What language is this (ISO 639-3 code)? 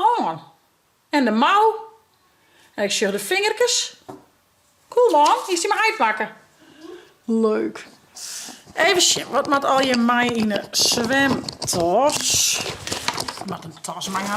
fry